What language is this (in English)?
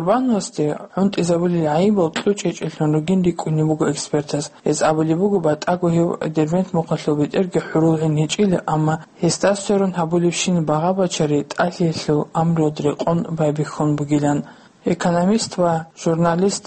Avaric